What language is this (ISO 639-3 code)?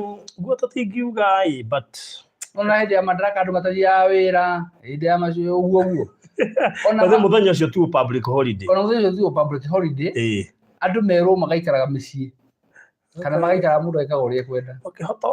kik